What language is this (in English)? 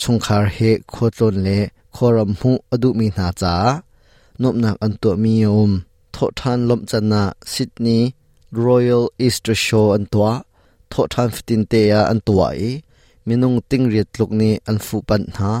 Hakha Chin